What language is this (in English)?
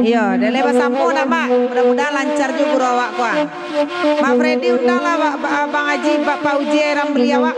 Minangkabau